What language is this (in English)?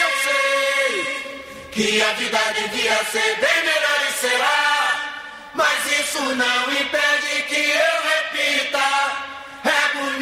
Portuguese